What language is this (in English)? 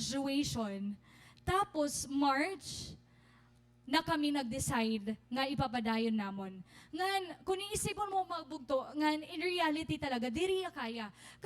Waray